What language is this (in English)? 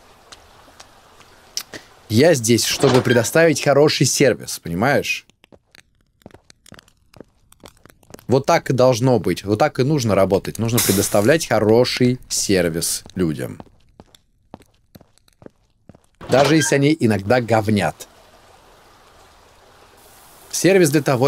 Russian